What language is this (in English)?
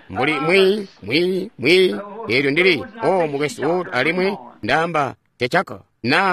Tonga (Zambia)